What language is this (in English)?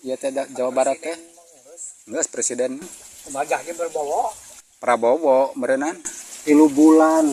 Sundanese